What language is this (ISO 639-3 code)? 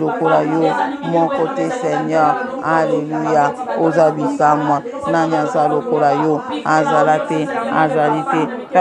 lin